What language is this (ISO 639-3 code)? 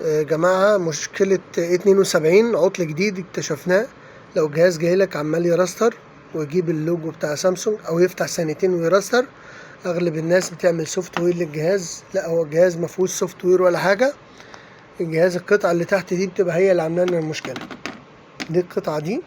arz